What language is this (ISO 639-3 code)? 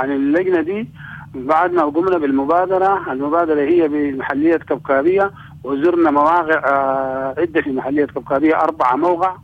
apd